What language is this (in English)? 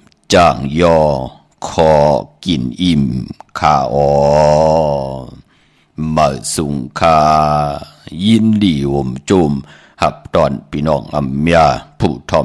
Shan